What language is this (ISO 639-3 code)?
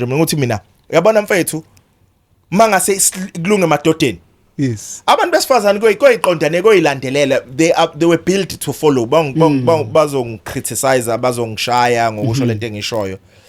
zul